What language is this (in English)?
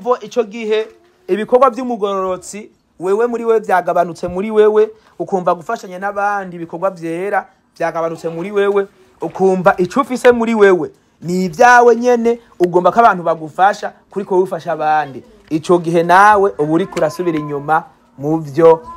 Rundi